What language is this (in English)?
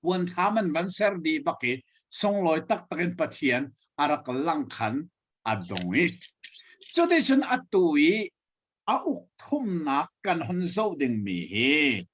Hakha Chin